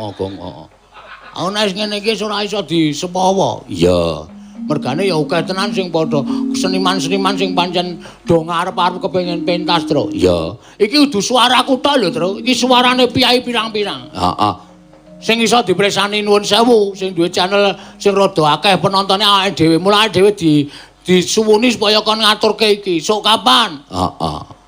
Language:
Javanese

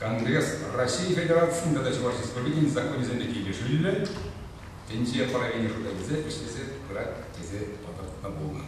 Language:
Chuvash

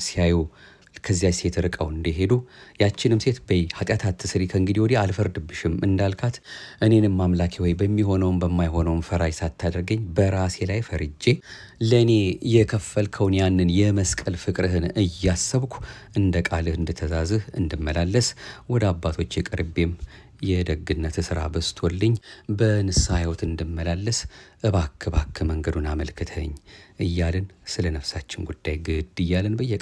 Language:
Amharic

